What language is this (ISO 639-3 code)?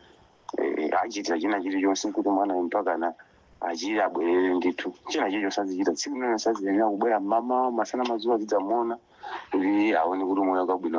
nya